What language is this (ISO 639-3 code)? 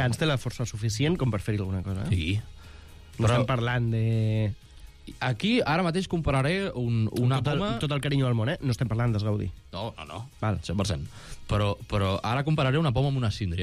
cat